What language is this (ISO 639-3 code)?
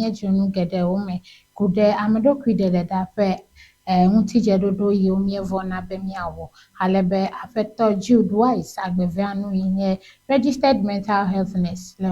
ewe